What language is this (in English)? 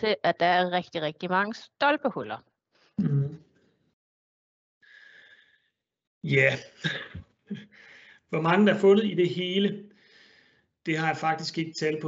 Danish